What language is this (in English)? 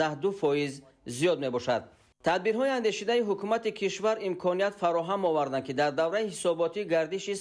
Tajik